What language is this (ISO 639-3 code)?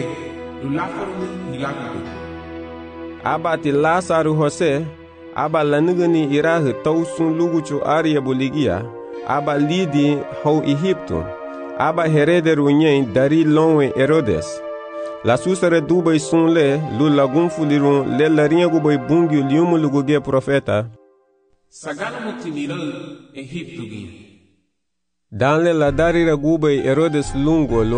cab